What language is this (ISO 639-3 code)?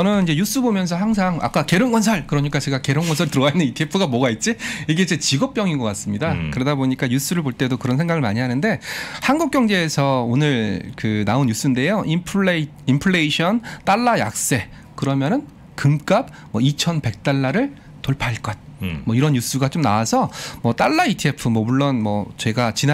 kor